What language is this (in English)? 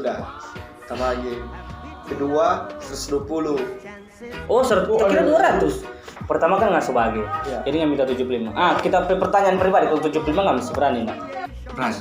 Manado Malay